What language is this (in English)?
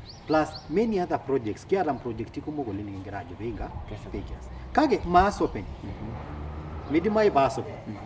Masai